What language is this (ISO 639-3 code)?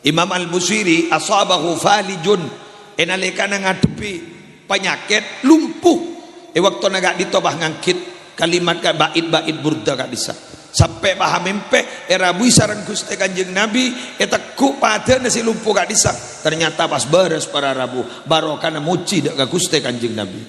mad